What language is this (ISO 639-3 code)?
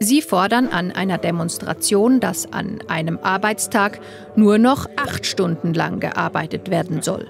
gsw